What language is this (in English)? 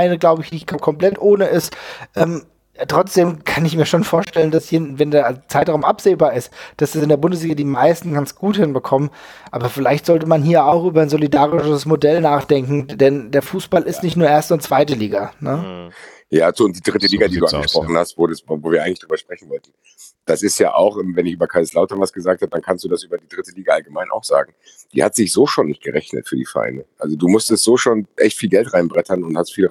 German